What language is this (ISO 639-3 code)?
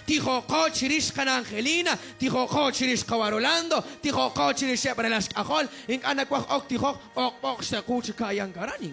kek